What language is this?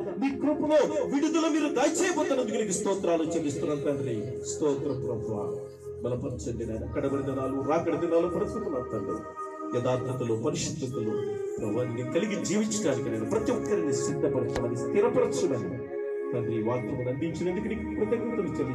Telugu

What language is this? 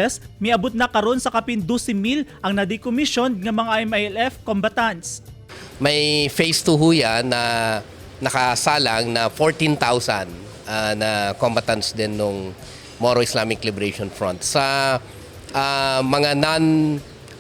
Cebuano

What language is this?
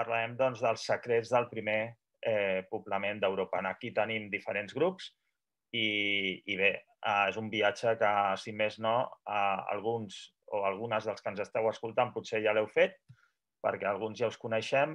Catalan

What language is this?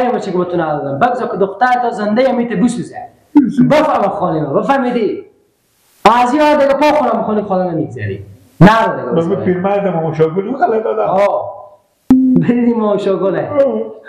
Persian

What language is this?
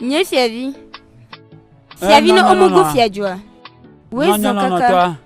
Ewe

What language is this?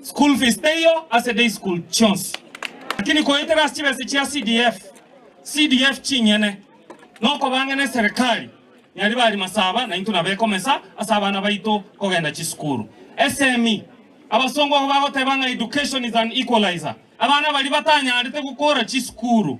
Gusii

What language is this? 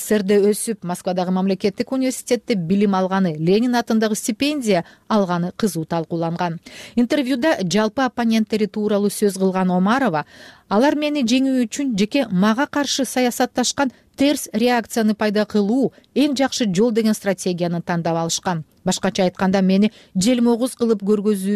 Kyrgyz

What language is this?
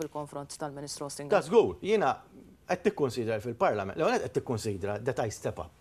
Maltese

